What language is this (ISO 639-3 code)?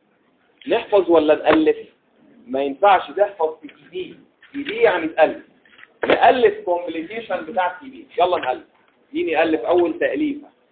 arz